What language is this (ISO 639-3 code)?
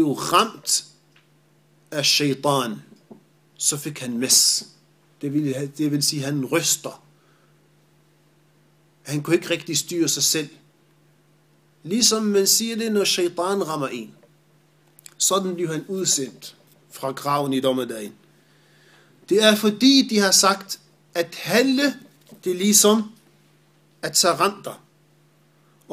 dan